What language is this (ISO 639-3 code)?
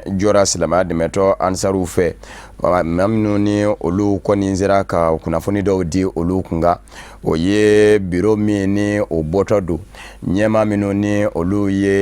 bam